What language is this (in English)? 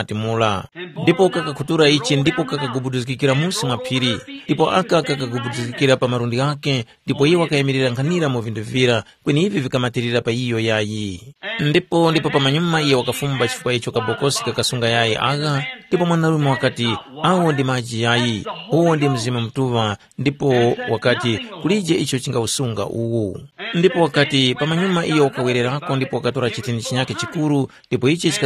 Tumbuka